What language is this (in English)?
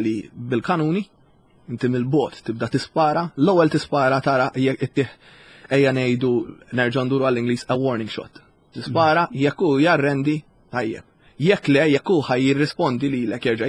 Maltese